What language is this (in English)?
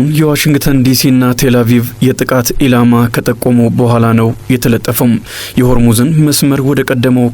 Amharic